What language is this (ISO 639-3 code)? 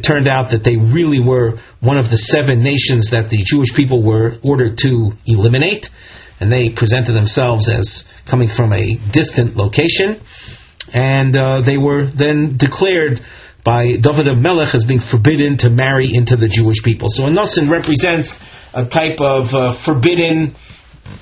eng